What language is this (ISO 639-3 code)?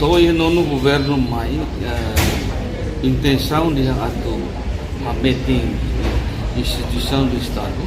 tet